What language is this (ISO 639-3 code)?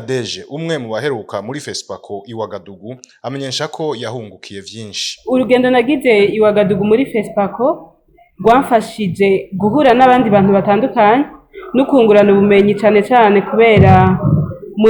run